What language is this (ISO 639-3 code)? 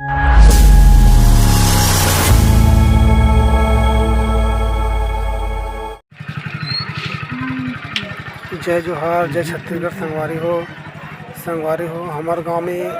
hne